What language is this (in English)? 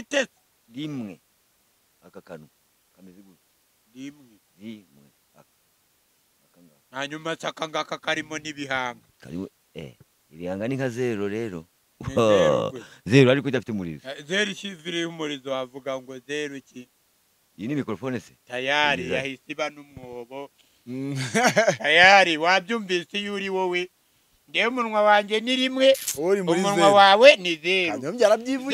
Kinyarwanda